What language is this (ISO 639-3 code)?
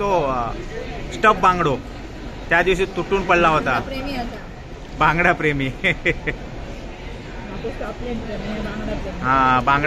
kok